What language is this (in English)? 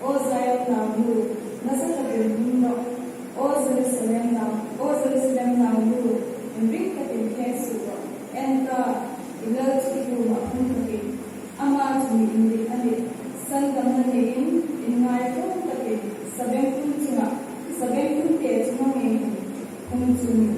Hmar